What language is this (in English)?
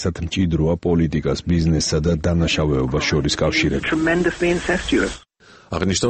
Georgian